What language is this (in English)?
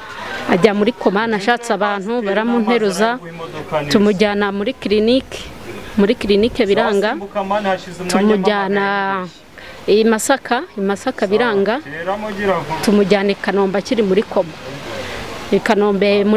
Kinyarwanda